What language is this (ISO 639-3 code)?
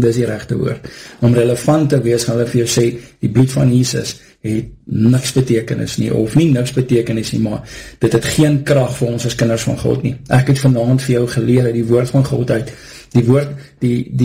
afr